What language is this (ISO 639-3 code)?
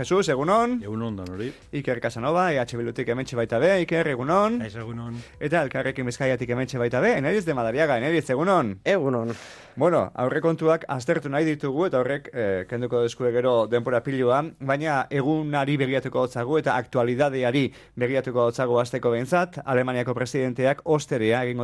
eus